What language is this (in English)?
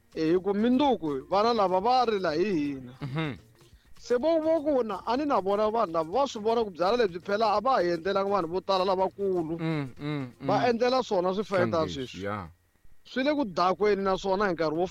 Tsonga